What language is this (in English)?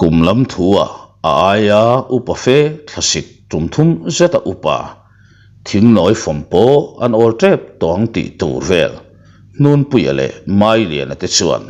Mizo